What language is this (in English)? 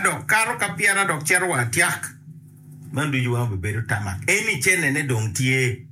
Acoli